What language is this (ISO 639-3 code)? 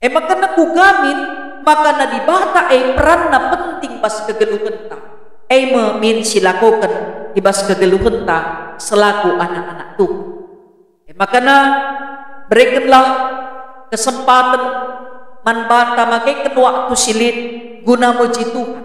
btx